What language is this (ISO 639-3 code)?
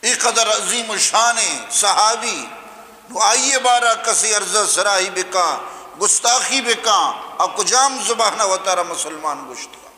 bgp